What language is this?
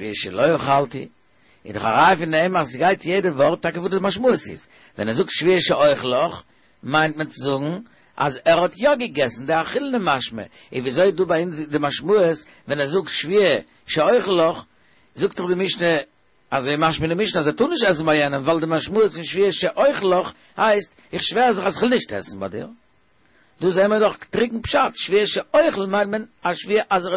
Yiddish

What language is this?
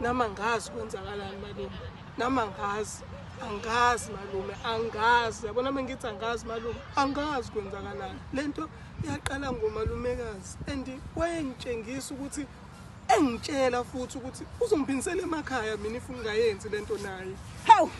Zulu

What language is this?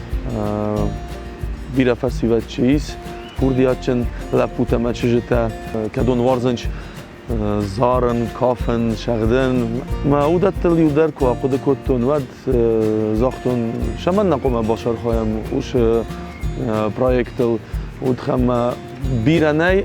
Ossetic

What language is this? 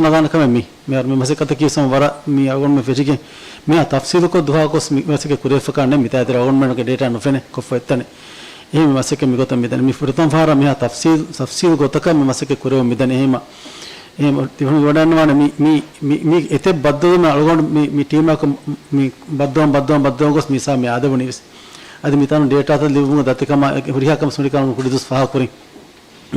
Divehi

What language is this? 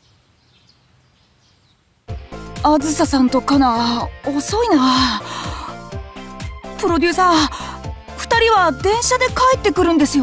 Japanese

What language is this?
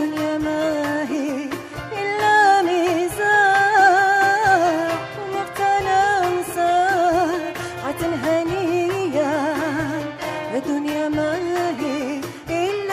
Arabic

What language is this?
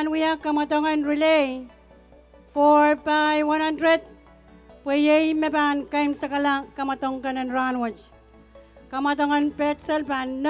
Pohnpeian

